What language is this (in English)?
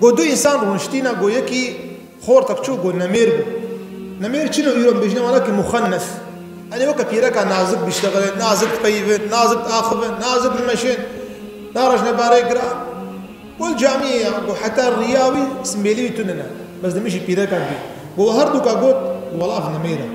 Kurdish